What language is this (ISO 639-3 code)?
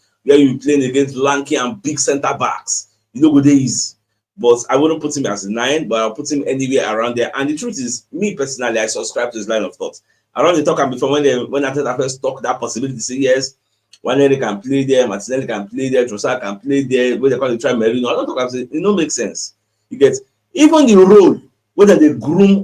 pcm